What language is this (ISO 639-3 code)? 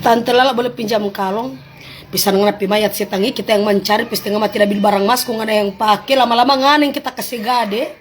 xmm